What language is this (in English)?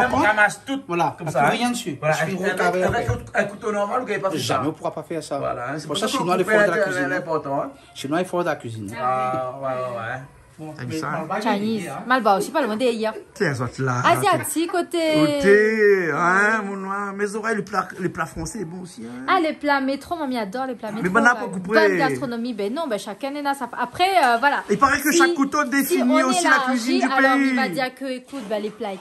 Réunion Creole French